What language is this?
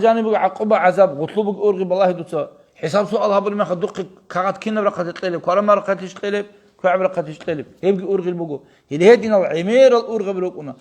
Avaric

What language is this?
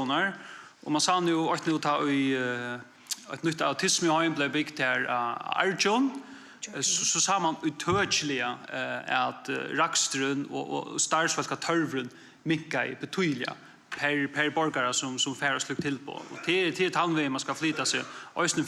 Faroese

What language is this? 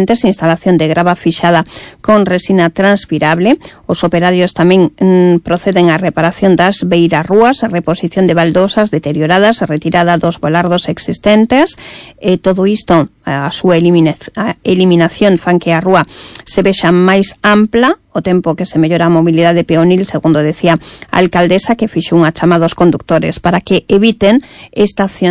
Galician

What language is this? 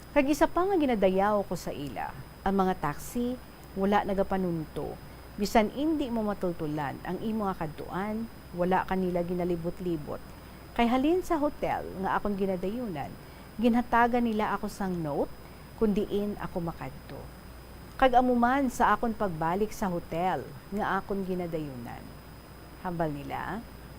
Hiligaynon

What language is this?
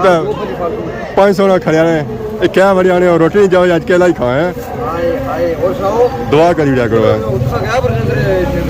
Pahari-Potwari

